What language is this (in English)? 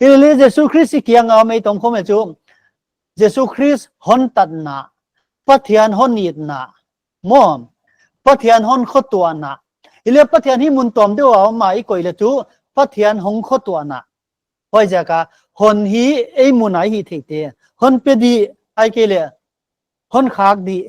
Paite Chin